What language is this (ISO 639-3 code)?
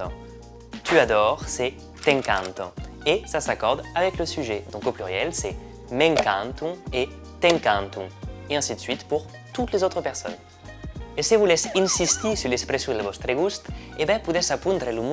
oci